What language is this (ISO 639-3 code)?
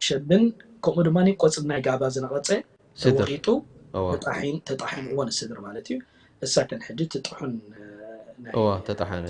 tir